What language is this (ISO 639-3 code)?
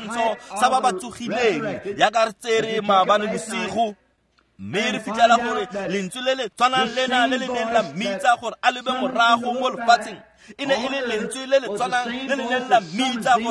tsn